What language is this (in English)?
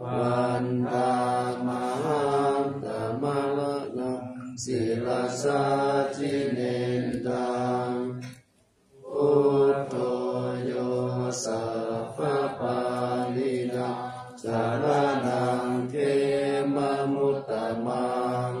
Pali